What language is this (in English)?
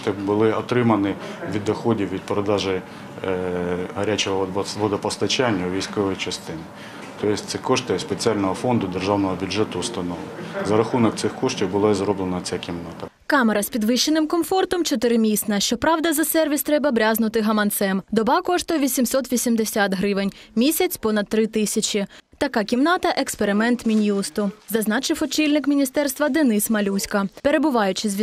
Ukrainian